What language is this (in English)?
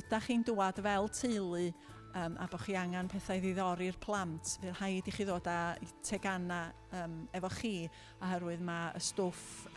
Welsh